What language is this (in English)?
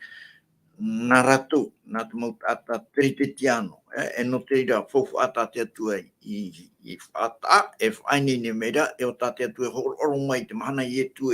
Tahitian